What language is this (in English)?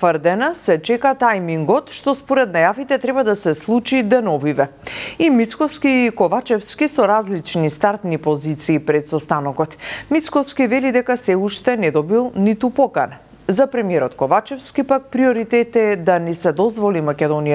Macedonian